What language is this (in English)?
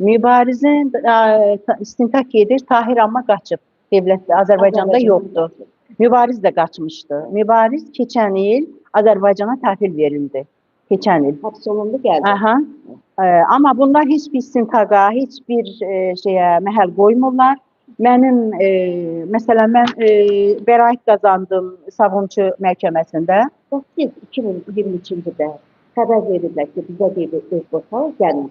Azerbaijani